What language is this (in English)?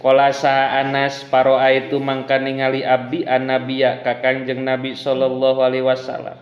Sundanese